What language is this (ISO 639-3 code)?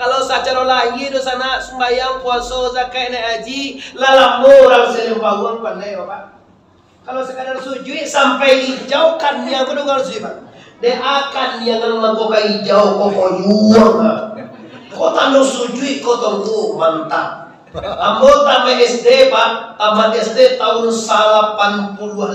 min